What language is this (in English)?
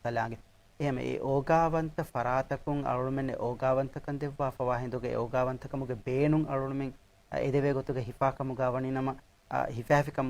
Divehi